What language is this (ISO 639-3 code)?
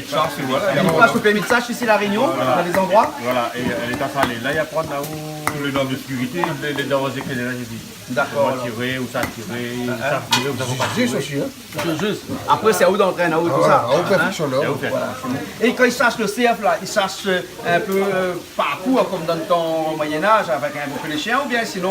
rcf